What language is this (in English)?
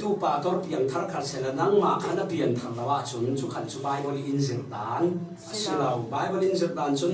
Falam Chin